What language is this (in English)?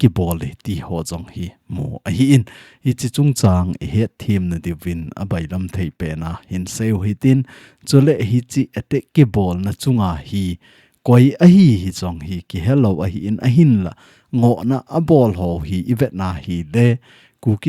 Thado Chin